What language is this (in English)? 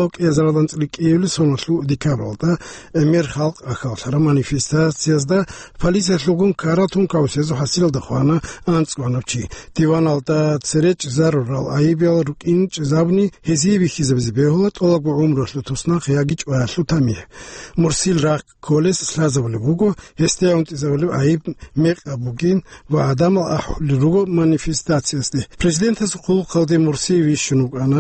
Avaric